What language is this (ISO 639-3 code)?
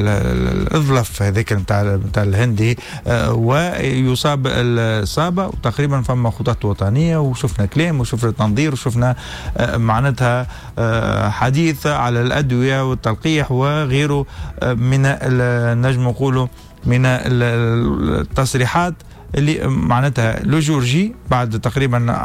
aeb